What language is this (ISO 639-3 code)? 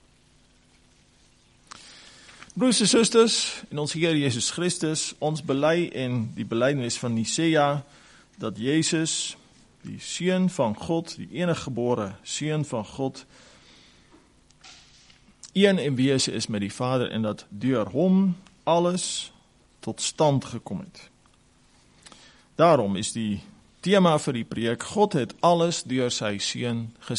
afr